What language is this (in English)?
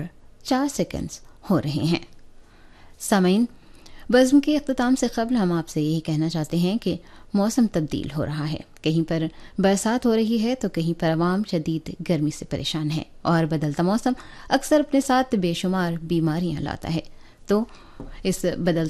Urdu